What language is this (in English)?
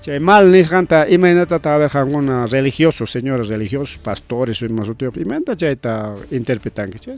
Ayacucho Quechua